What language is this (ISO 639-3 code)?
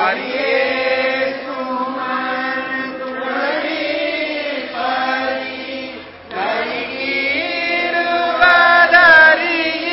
tam